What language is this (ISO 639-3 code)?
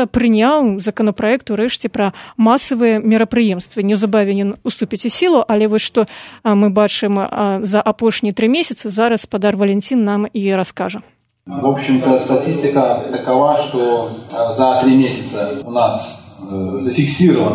bel